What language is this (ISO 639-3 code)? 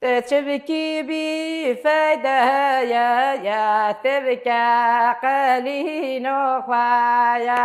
kur